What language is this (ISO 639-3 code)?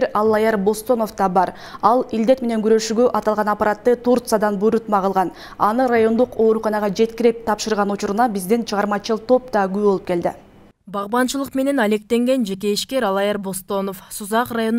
kir